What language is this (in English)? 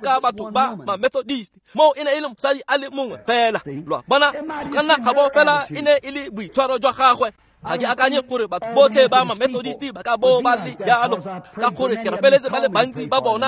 Tswana